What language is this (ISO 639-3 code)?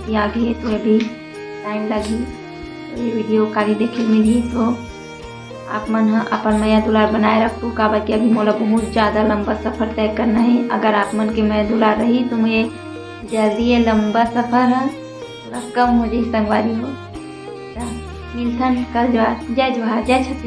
hne